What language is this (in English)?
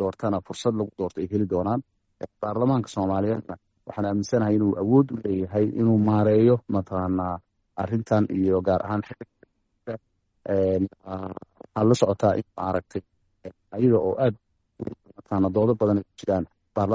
Somali